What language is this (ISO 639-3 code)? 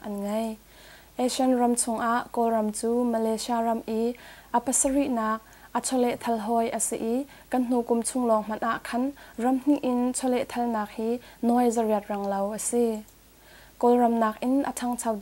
cnh